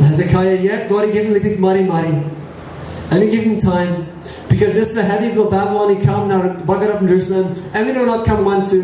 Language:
Tok Pisin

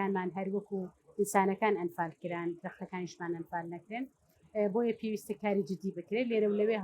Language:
Central Kurdish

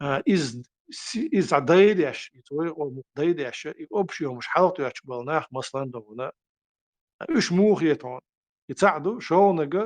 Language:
Chechen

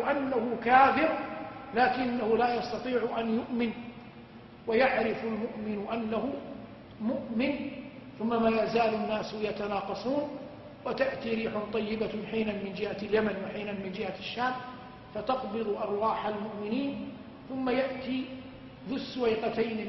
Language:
Arabic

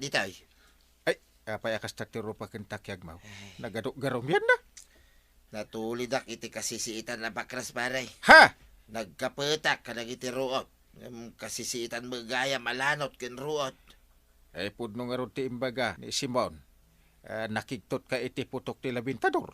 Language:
Iloko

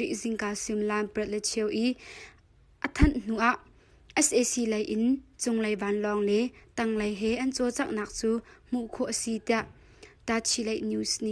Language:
Hakha Chin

